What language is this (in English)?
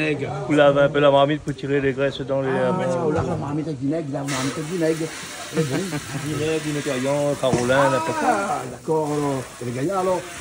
Réunion Creole French